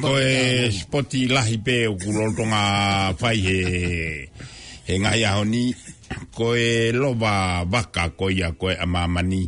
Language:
Tongan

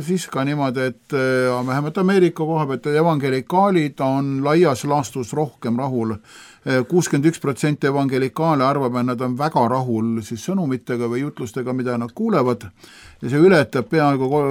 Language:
Estonian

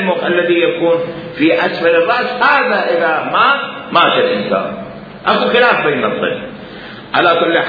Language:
Mesopotamian Arabic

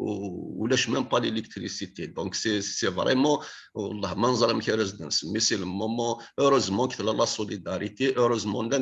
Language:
Kabyle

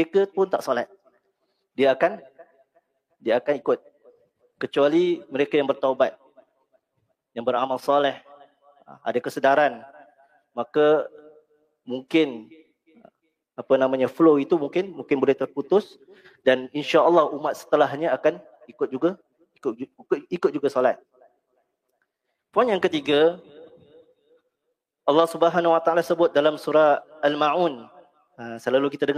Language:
Malay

